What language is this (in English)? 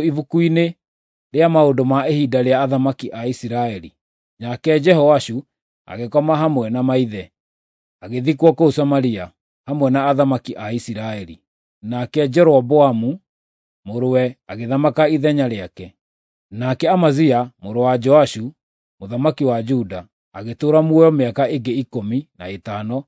Kikuyu